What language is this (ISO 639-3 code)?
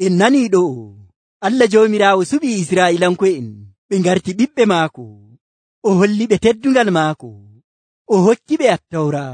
fuv